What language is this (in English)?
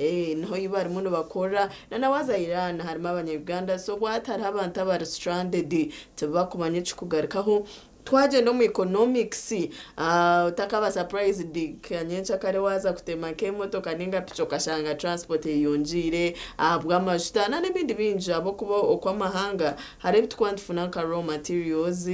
Nyankole